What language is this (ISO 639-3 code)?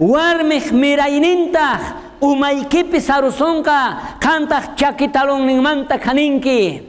quh